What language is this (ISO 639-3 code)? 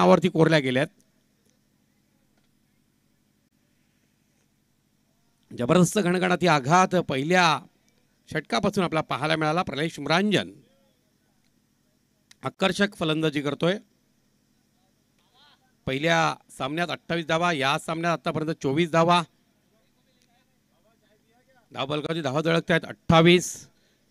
mar